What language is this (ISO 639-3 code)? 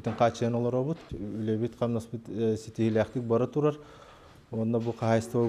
sah